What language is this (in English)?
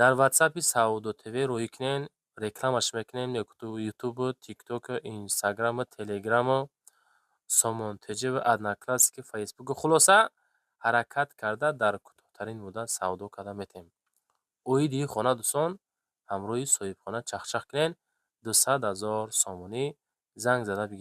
Tajik